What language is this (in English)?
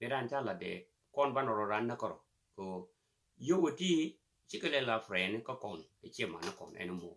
Nuer